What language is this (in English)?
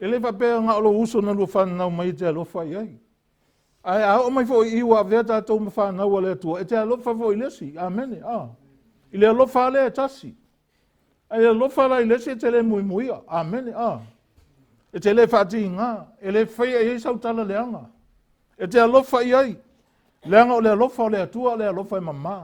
Samoan